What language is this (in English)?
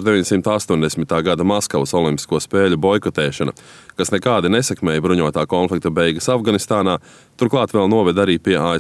Latvian